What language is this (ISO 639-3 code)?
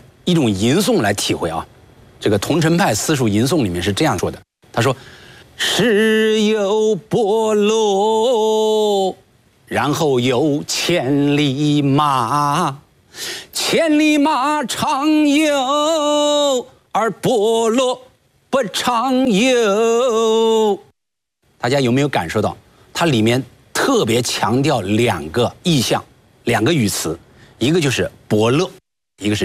zho